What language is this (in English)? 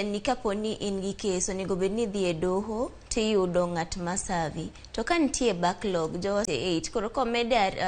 Luo (Kenya and Tanzania)